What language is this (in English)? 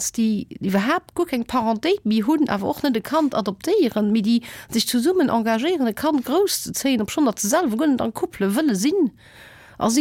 Luxembourgish